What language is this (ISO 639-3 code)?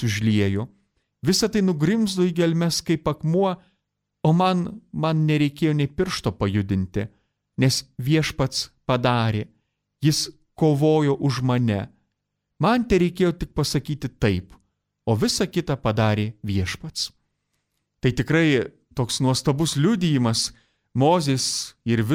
lit